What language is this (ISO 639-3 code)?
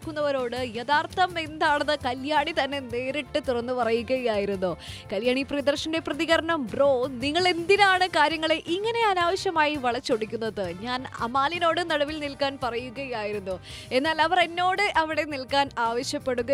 mal